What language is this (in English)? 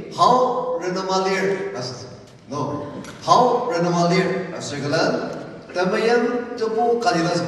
Ao Naga